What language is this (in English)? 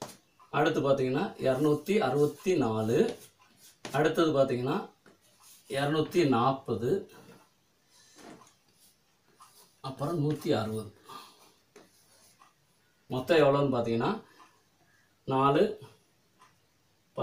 Tamil